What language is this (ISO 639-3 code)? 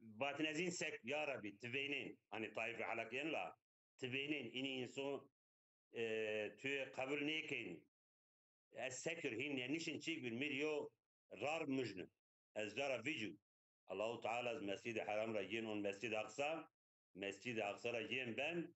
zza